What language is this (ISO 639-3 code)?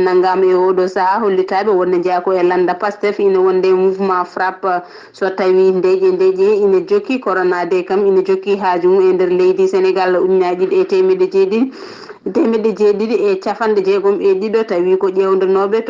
ful